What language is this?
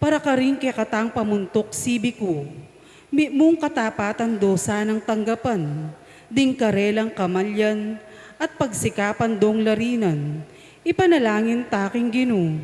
Pampanga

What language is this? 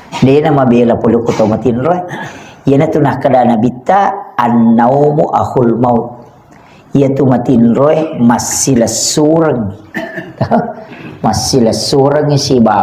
Buginese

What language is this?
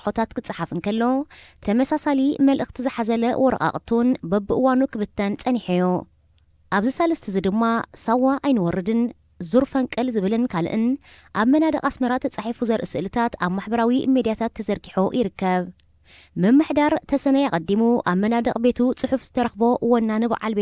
Tigrinya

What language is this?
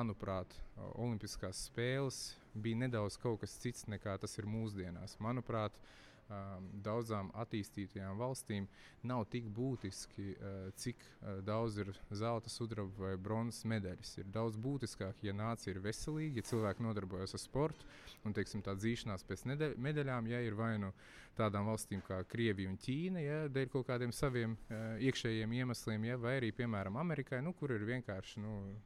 Latvian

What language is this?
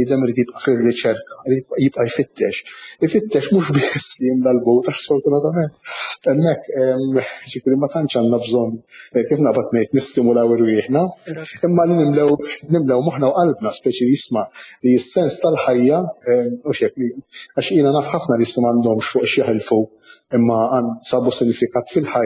Maltese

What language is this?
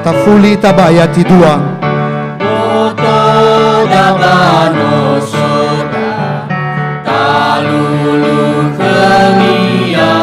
Nias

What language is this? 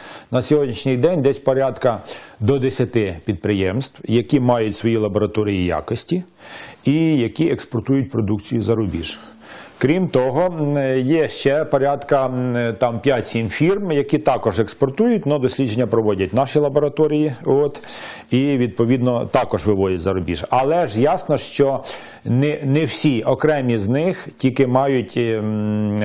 Ukrainian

